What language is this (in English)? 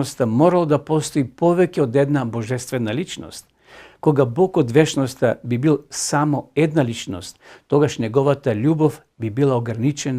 Macedonian